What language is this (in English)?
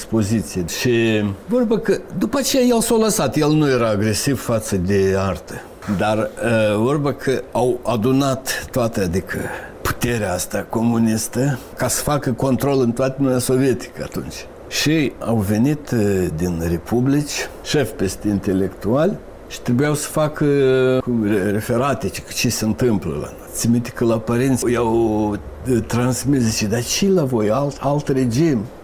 Romanian